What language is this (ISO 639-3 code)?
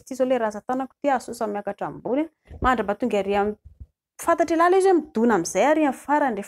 mlg